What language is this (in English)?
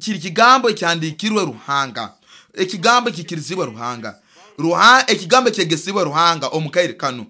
Nyoro